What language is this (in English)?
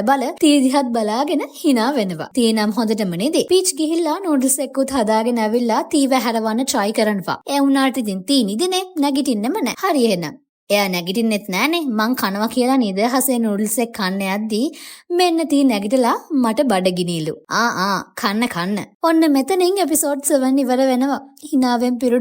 Sinhala